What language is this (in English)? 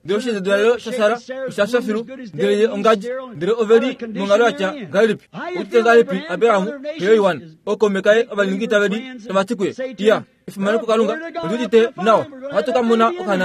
Kuanyama